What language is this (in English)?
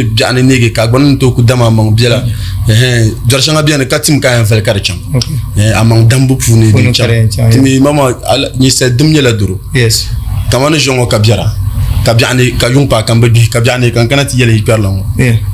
Dagbani